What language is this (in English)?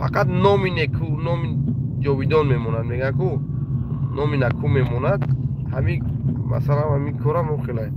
Tajik